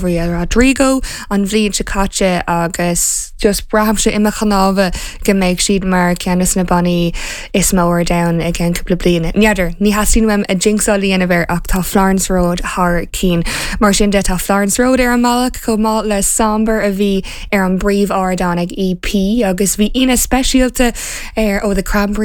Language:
Irish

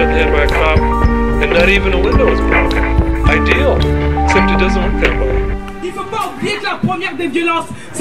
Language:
French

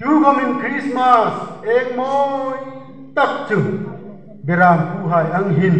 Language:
Hmar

